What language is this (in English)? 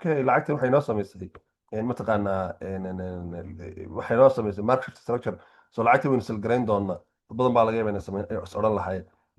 Somali